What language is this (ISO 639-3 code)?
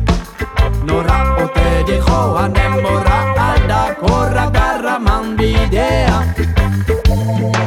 eus